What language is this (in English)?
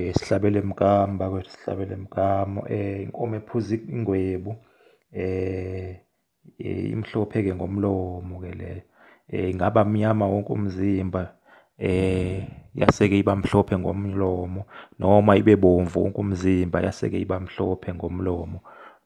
Zulu